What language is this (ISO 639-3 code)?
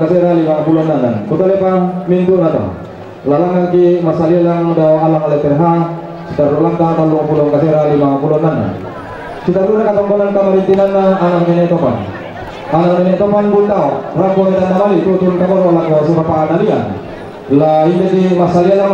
sda